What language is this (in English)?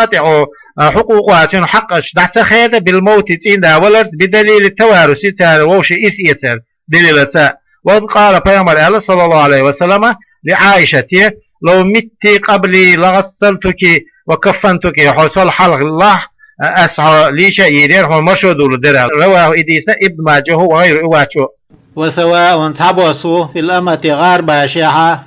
Chechen